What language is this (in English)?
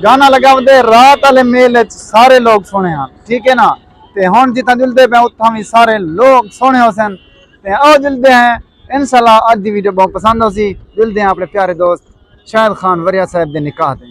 Saraiki